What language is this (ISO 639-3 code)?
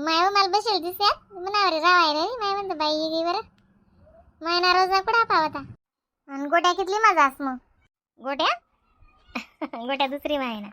khn